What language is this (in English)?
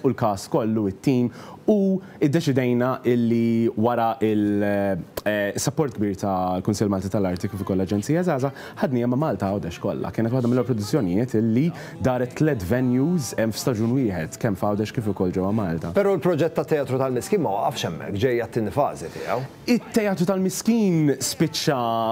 Maltese